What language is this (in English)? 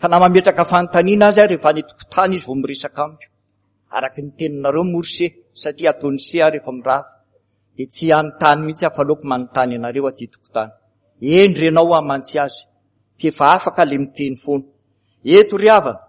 Malagasy